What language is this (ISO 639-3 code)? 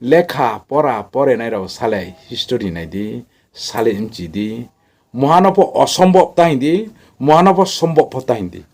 ria